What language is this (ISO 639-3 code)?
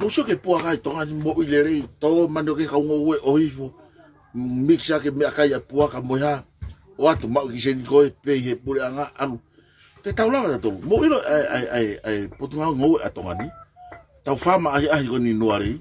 ton